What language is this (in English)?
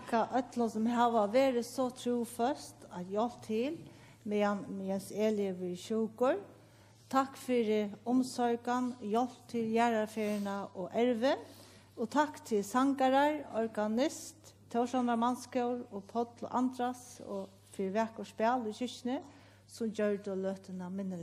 Faroese